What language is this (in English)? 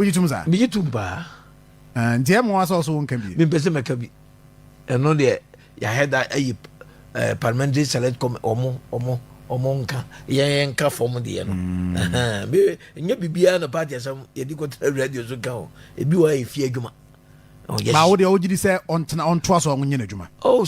Akan